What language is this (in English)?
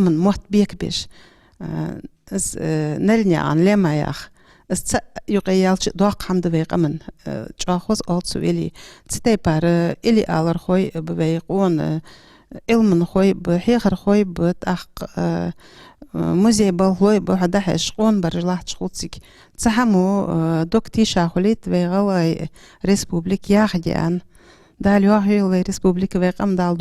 Ingush